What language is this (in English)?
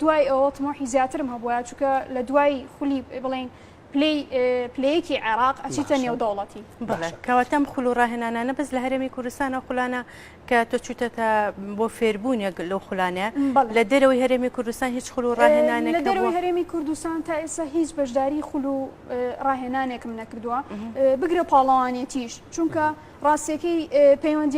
Central Kurdish